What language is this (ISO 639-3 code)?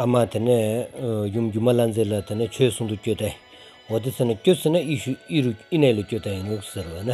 sbu